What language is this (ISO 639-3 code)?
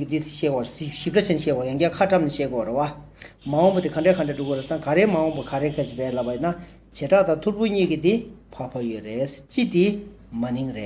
bod